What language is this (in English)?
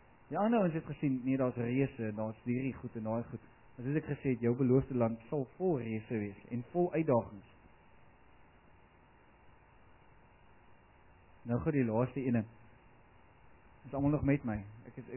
Afrikaans